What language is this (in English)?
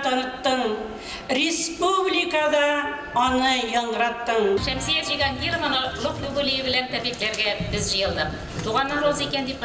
Tatar